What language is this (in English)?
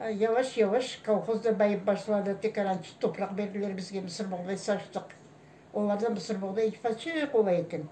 Crimean Tatar